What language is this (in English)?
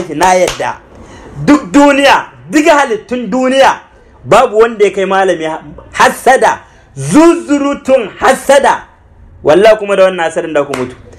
Hausa